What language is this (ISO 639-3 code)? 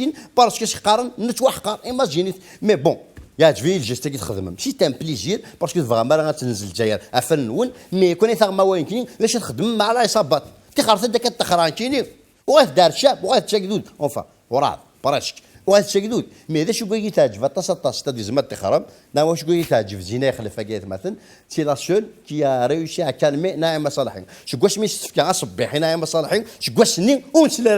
kab